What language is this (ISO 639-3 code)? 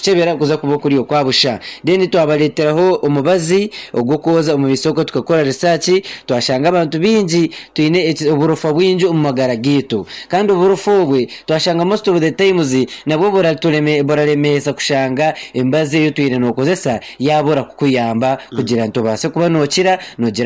nyn